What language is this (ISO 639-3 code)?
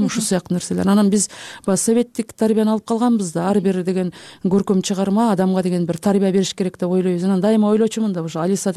kir